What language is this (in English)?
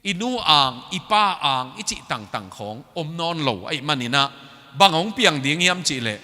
Tedim Chin